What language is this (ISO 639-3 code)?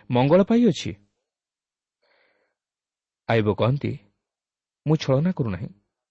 ori